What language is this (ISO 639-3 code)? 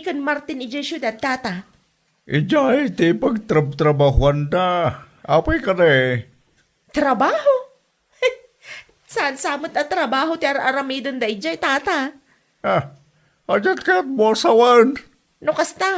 ilo